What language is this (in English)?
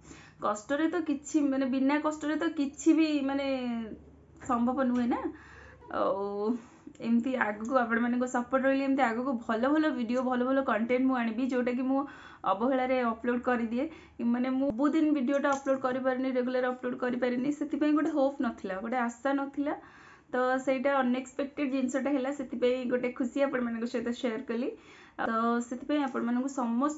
Odia